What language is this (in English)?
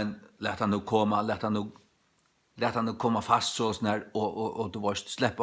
Faroese